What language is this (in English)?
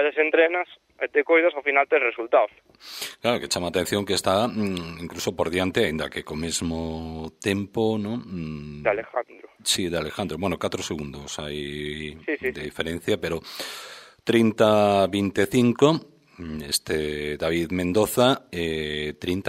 Galician